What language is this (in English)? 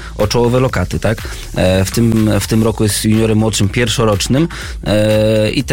Polish